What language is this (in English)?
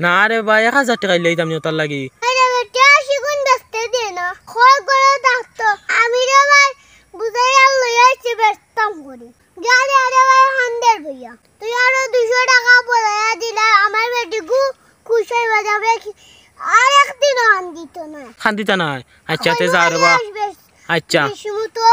Sylheti